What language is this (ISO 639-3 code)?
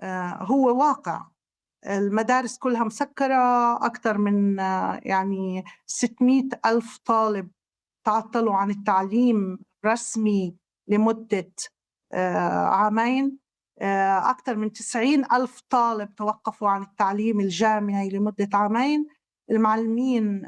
apc